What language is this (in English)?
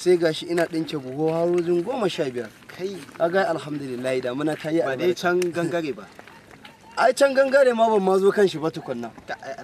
Hausa